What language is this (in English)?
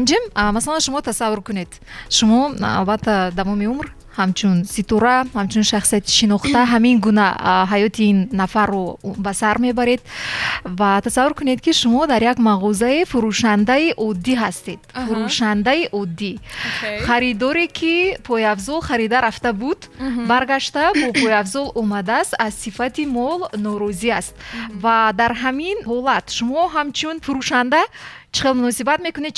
Tajik